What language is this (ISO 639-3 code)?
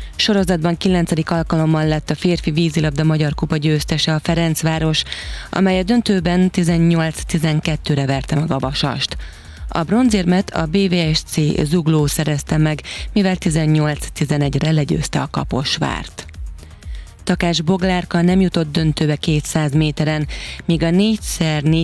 hun